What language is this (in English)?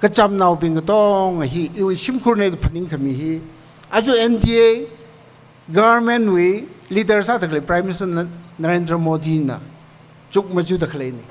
Tangkhul Naga (India)